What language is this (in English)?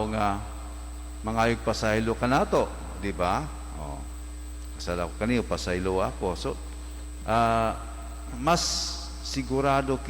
Cebuano